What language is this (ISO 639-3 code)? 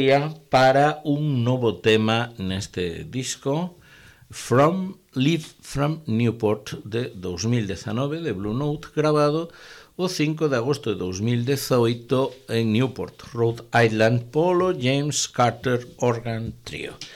glg